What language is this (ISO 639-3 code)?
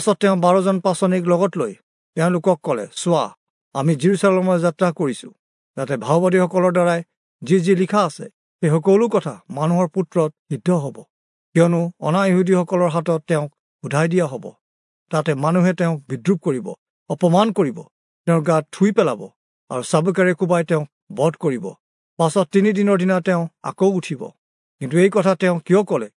asm